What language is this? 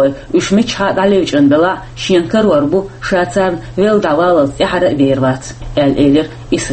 Chechen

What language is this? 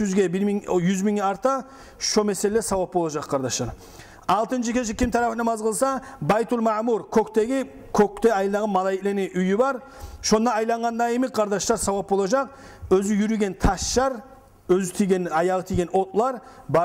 Kumyk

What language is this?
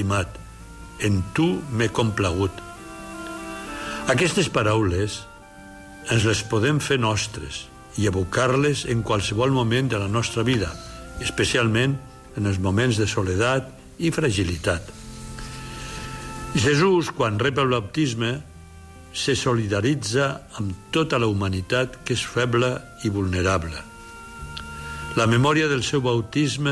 Catalan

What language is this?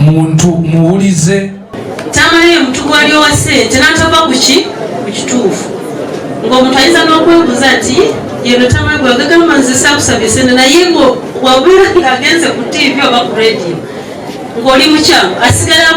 Ganda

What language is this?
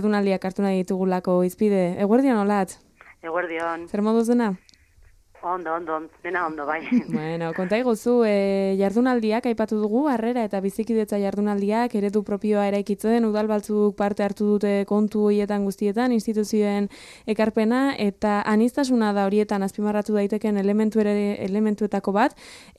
Basque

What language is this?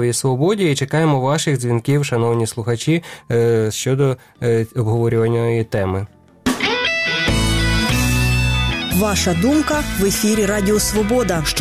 Ukrainian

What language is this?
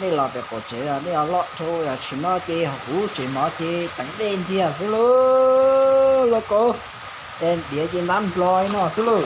Hmong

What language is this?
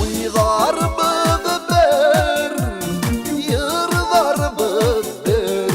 Bashkir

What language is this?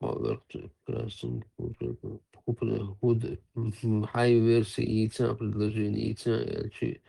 Chechen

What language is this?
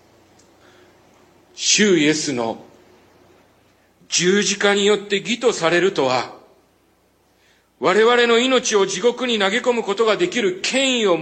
Japanese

